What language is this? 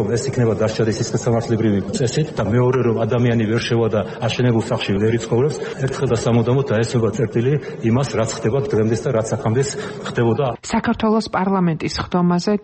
Georgian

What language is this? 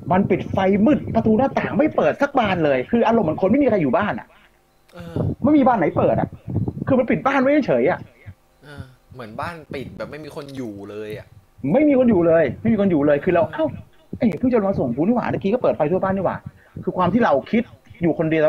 Thai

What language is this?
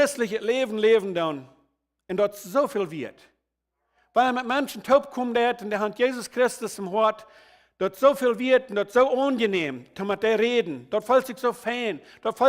Plautdietsch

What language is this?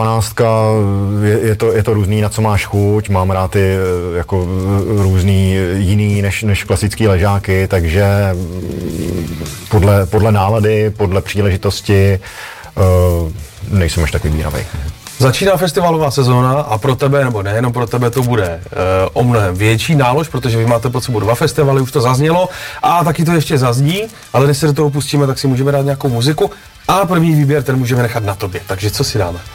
Czech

